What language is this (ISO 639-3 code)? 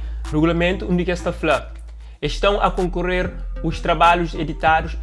kea